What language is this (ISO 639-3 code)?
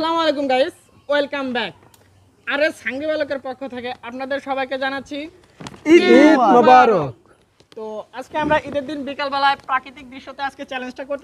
ben